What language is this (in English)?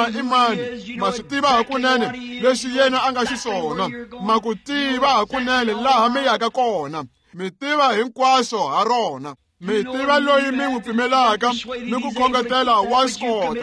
Tsonga